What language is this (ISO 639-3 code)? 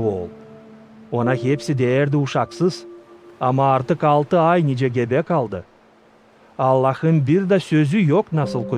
gag